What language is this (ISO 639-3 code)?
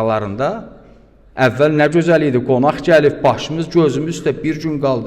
aze